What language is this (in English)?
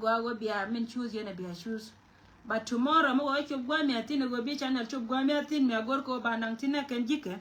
Nuer